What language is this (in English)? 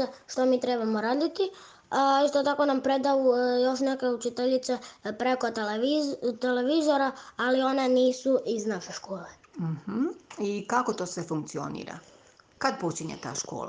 Croatian